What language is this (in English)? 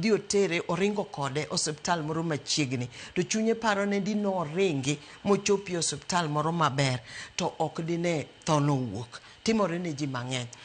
Luo (Kenya and Tanzania)